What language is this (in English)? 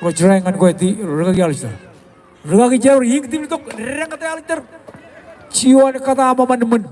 Marshallese